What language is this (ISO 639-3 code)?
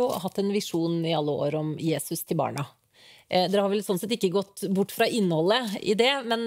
nor